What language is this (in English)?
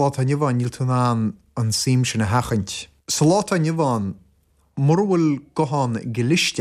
Irish